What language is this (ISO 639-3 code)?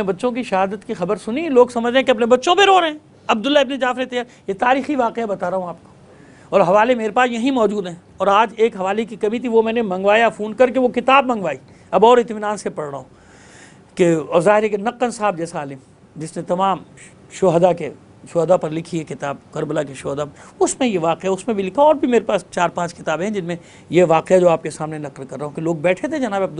urd